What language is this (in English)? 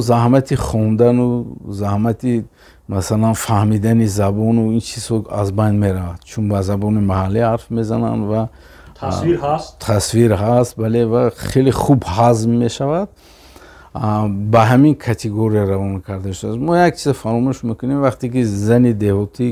Tajik